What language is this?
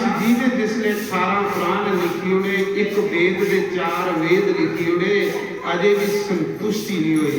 Dogri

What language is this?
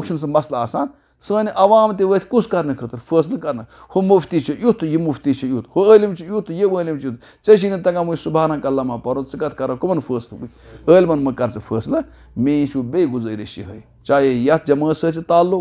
Kashmiri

